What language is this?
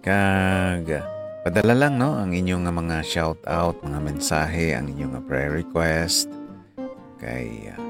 Hiligaynon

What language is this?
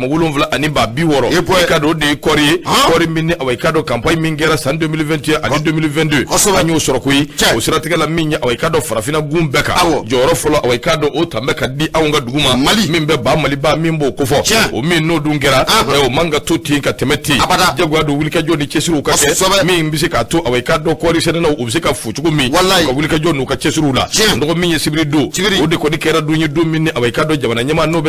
Bambara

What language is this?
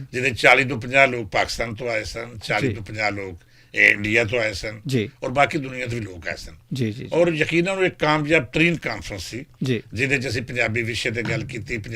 Western Panjabi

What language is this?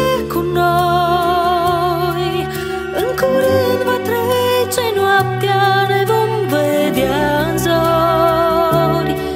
Romanian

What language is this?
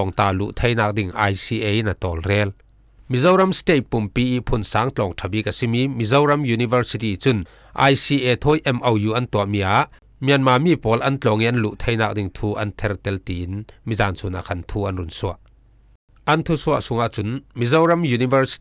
Falam Chin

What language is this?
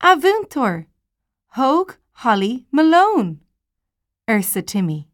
Irish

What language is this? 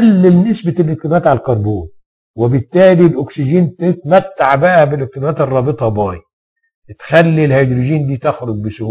Egyptian Arabic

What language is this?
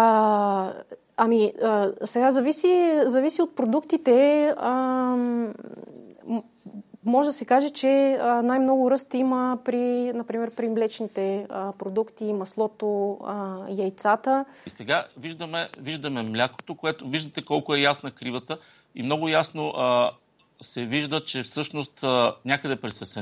Bulgarian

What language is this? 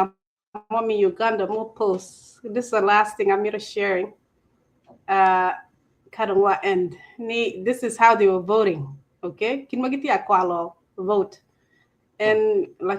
Acoli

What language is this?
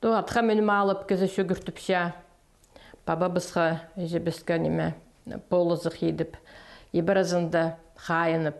Khakas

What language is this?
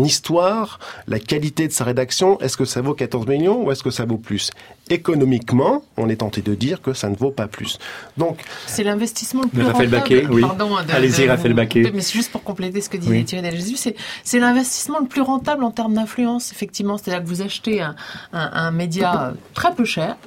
French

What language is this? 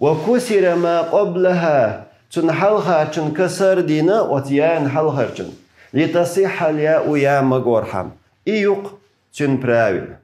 Chechen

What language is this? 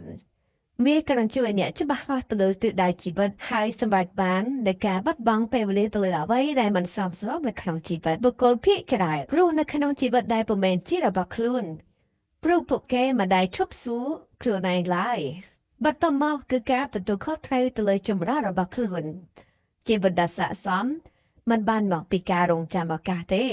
Khmer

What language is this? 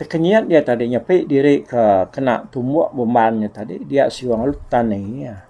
Iban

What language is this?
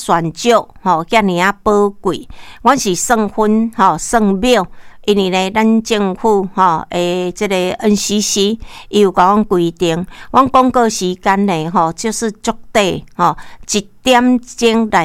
Min Nan Chinese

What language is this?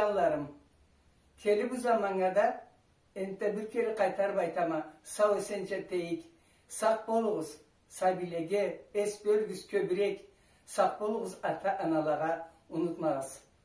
Karachay-Balkar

